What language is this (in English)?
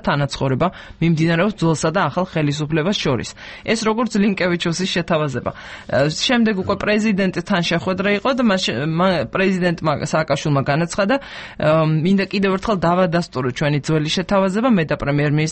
Georgian